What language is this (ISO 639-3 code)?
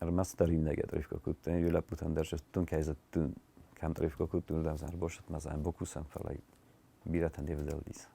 oss